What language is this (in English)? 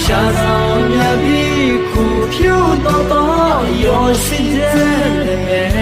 Akha